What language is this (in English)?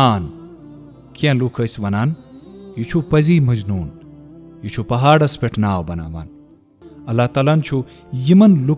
Kashmiri